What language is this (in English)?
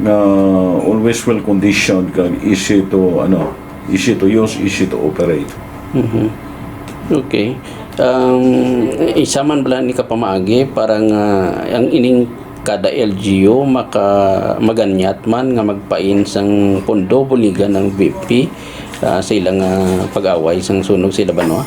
Hiligaynon